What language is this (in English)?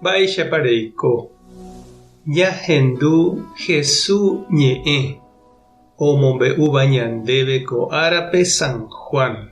Guarani